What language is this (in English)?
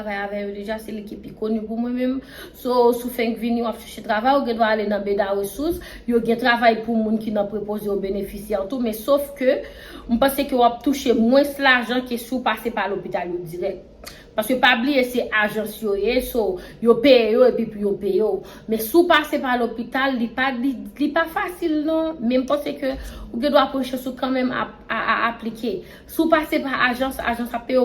Haitian Creole